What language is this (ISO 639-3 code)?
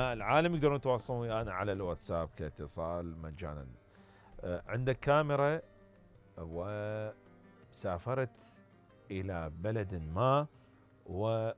acm